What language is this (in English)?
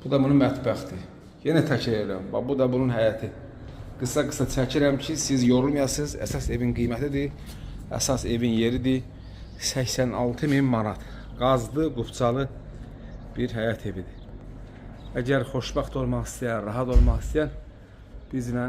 Azerbaijani